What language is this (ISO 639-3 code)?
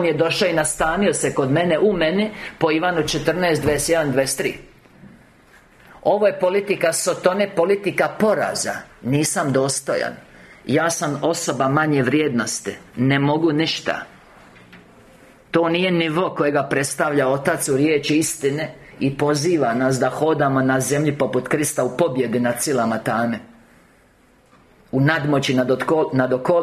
hrv